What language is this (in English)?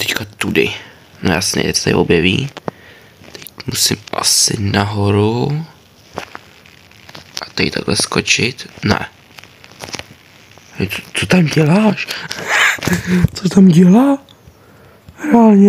Czech